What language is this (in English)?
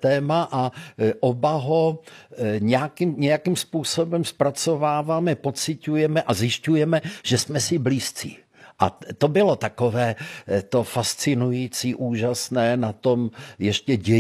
Czech